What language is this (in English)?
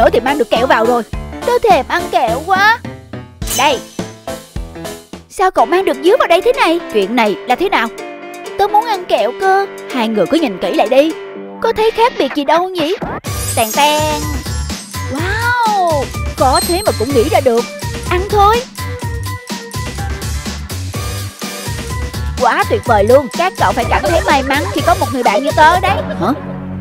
Vietnamese